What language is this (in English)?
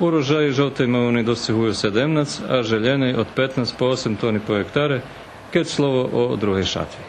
Rusyn